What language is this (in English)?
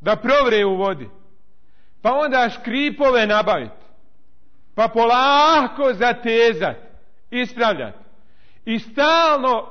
Bosnian